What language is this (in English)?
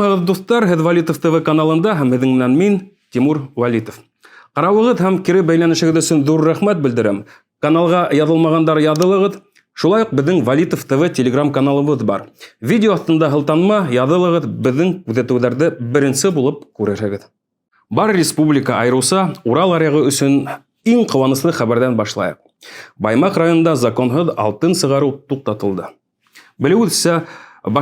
Bashkir